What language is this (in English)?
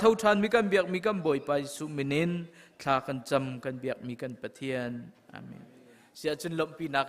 Hakha Chin